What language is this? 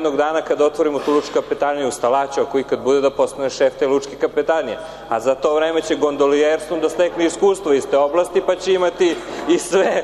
Serbian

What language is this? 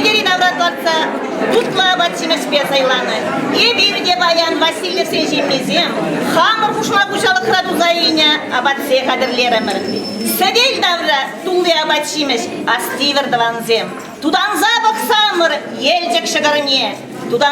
Chuvash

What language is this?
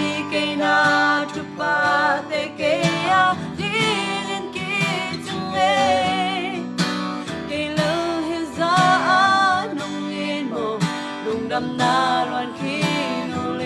Tedim Chin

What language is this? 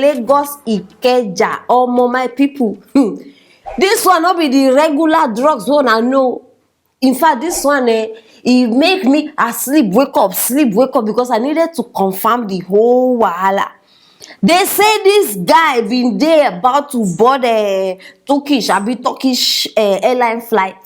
Nigerian Pidgin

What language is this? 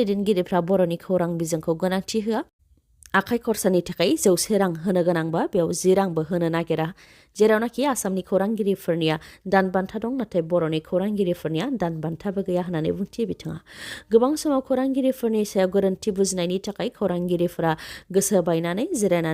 Bodo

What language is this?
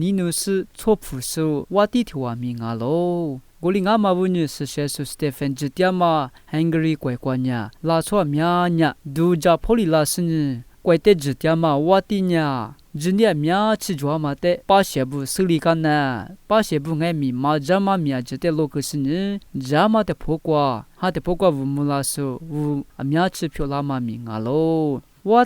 Lisu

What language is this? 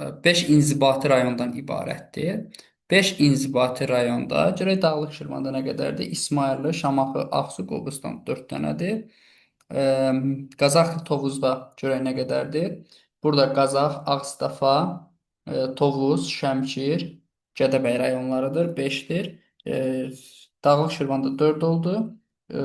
Azerbaijani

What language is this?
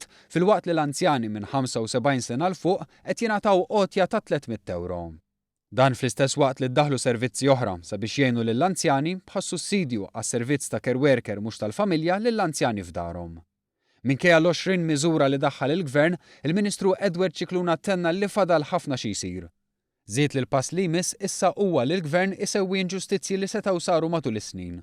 Maltese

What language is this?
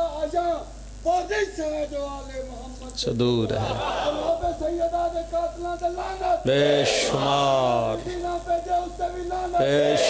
Pahari-Potwari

